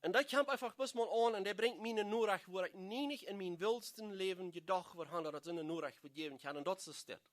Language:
Plautdietsch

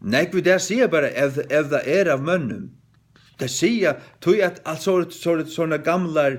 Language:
Faroese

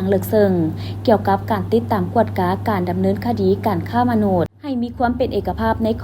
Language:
Lao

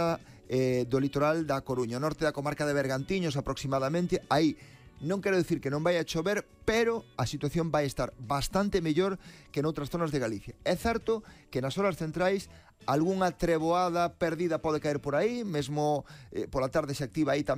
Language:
Galician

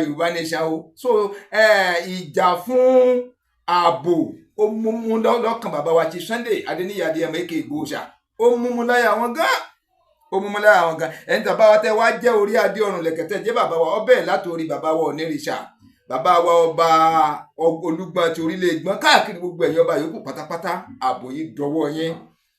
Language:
Yoruba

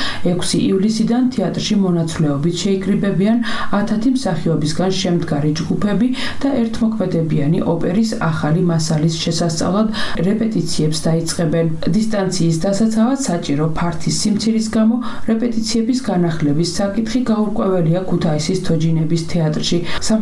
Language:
Georgian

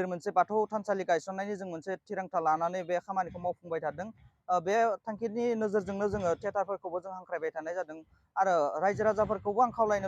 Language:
Bodo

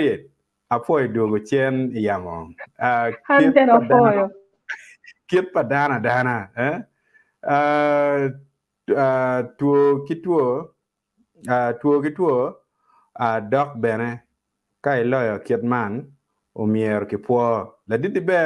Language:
Acoli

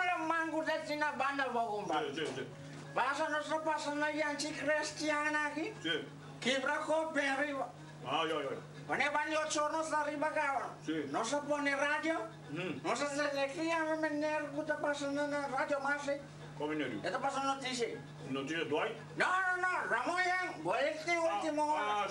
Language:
Papiamento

